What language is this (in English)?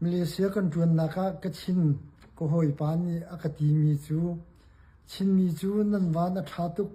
Hakha Chin